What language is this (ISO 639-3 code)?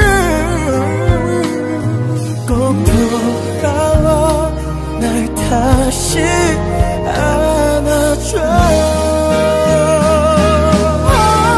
kor